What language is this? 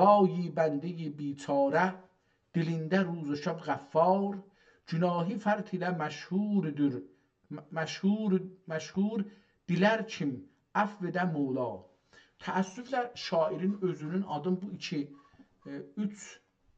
South Azerbaijani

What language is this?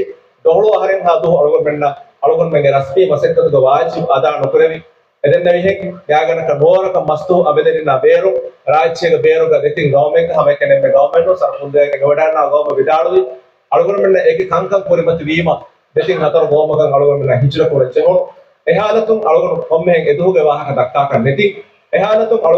Divehi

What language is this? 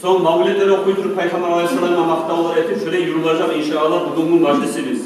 Kumyk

